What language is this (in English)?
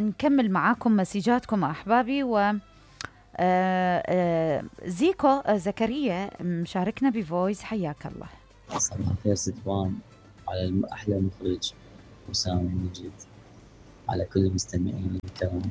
Mesopotamian Arabic